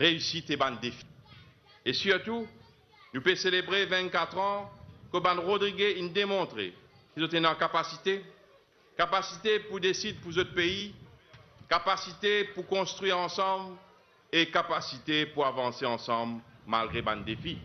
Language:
Morisyen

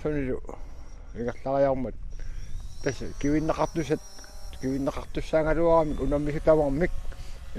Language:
Kalaallisut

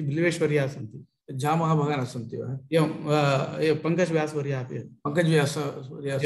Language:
Sanskrit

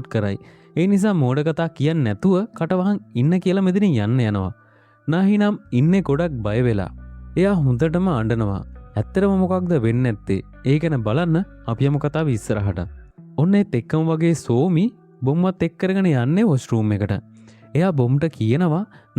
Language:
Sinhala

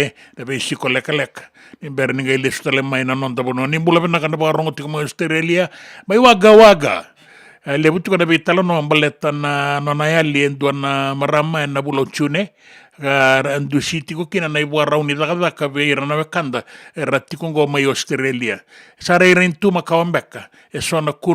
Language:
Fijian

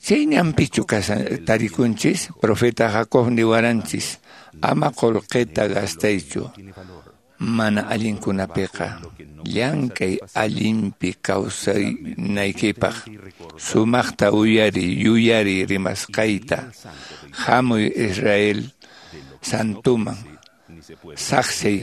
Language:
Quechua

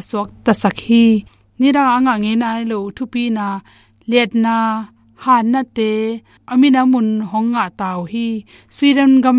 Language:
Tedim Chin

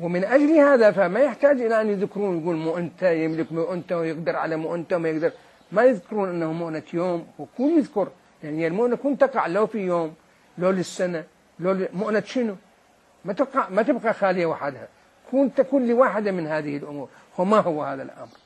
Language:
Mesopotamian Arabic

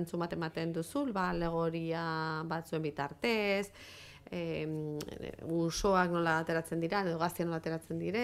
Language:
Basque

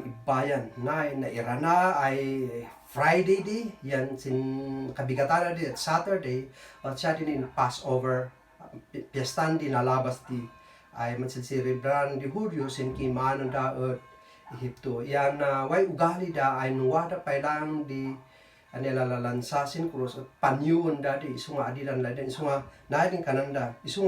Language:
Kankanaey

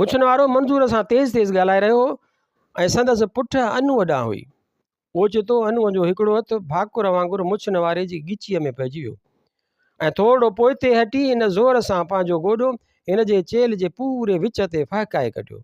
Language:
Sindhi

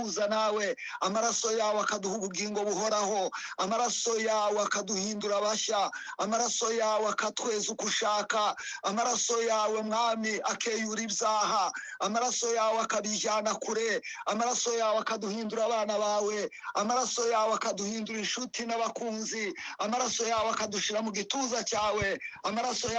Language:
Kinyarwanda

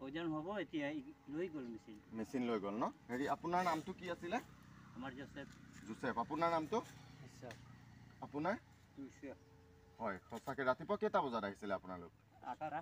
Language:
Assamese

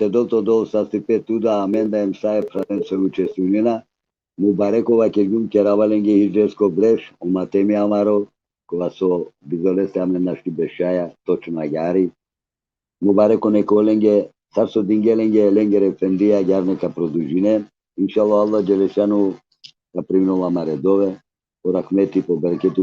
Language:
Balkan Romani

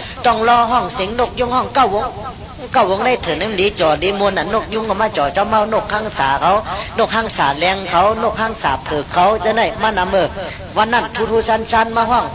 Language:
Shan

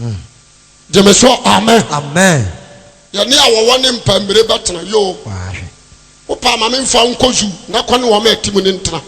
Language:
Akan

